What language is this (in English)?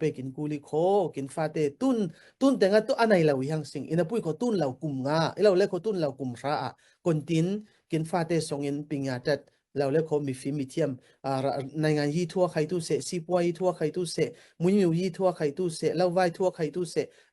Falam Chin